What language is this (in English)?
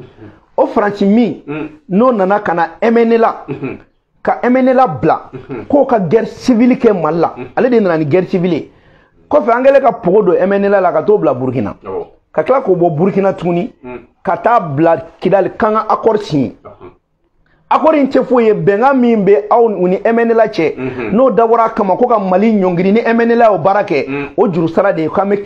Bambara